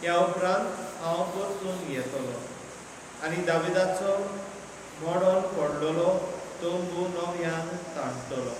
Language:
Konkani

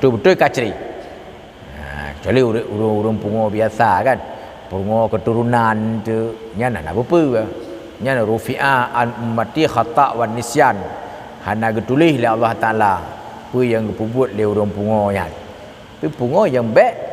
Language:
Achinese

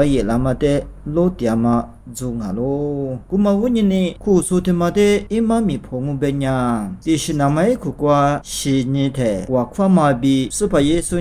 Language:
Lisu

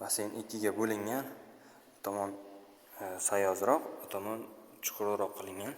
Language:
Uzbek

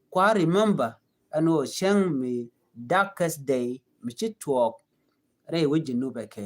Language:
Nuer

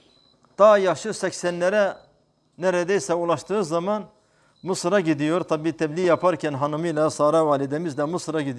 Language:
Turkish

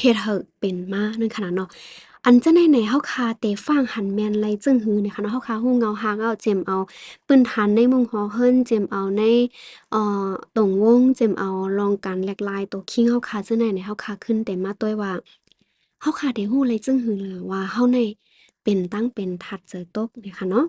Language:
Shan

